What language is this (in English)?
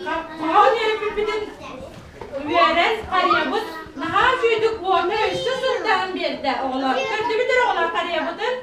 Yakut